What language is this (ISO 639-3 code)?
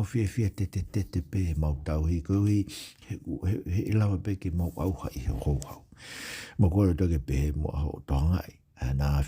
ton